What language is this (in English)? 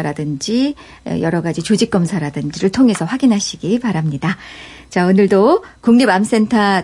Korean